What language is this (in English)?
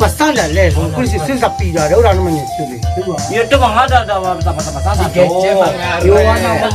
Minangkabau